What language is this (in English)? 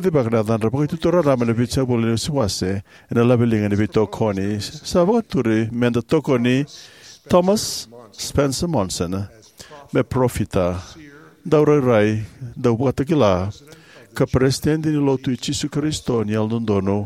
Fijian